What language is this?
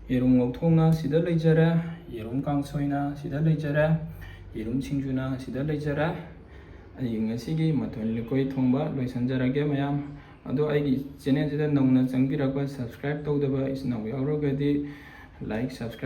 Manipuri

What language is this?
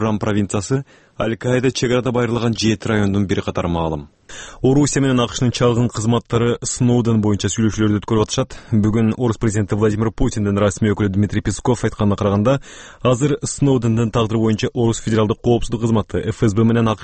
Kyrgyz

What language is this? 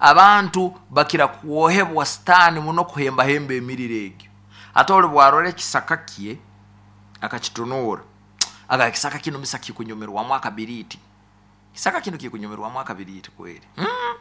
Nyoro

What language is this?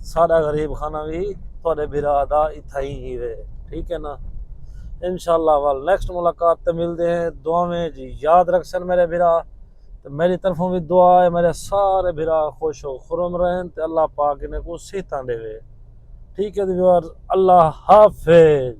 Saraiki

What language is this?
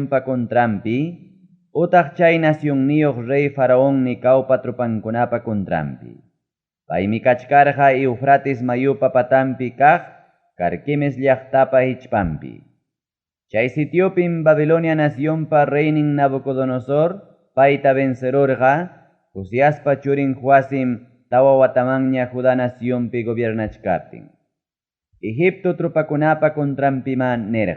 Ayacucho Quechua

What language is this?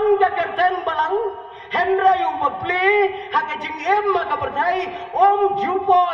Khasi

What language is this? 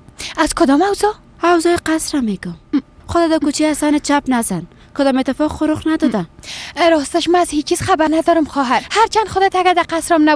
Persian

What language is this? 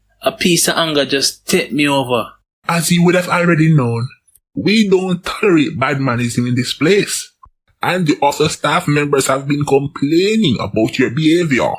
Jamaican Creole English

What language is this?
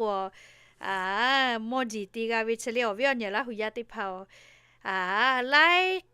Lahu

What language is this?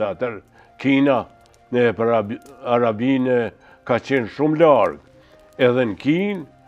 Albanian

